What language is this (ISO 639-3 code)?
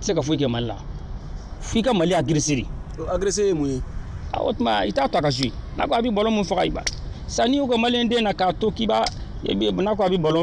bam